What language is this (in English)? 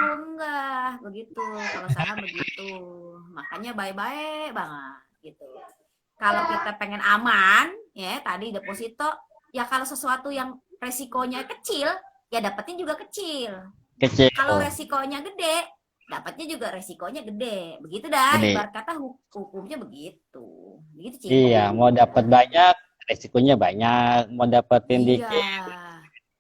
Betawi